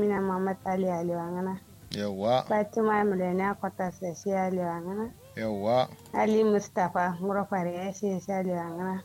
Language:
Kanuri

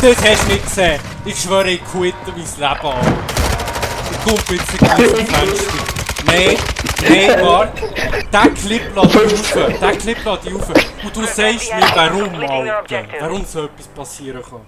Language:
Swiss German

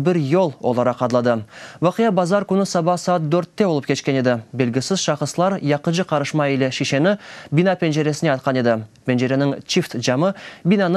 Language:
Crimean Tatar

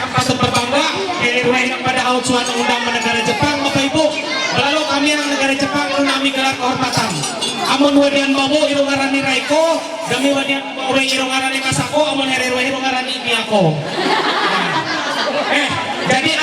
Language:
Ma'anyan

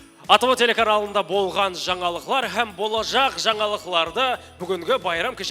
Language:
Kara-Kalpak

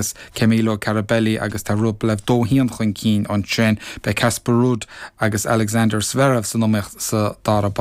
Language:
Irish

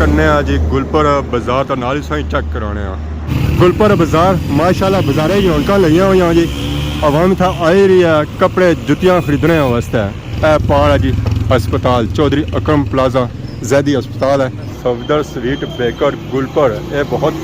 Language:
Pahari-Potwari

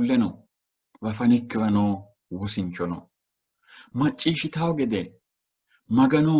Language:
Sidamo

